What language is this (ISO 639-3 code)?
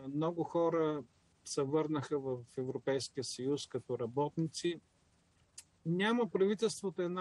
bul